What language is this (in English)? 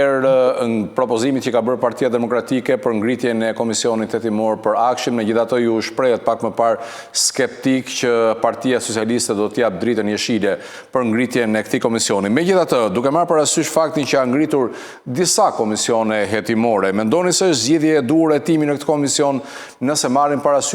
Albanian